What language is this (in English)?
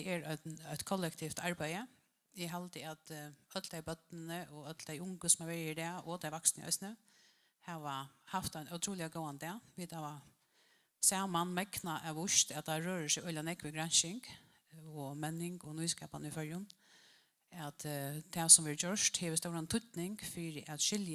Faroese